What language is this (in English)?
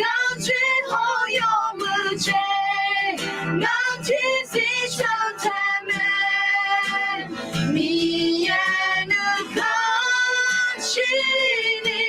Akha